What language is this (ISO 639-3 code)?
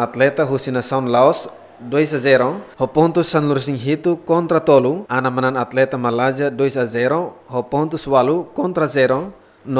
tet